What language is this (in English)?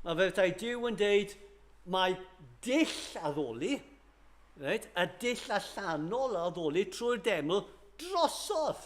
Welsh